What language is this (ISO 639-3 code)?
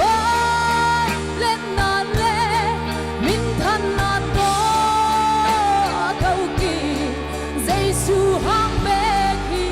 pck